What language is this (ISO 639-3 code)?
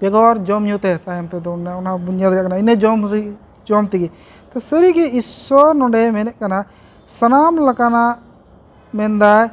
sat